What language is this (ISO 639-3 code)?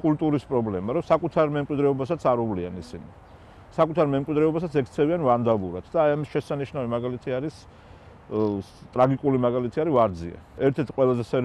kat